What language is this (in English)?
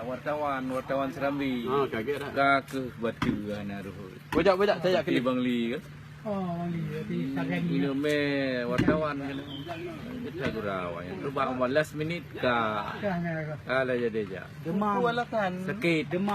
Achinese